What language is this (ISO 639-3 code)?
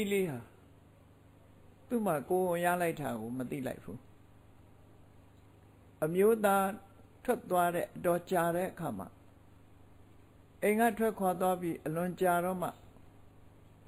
mya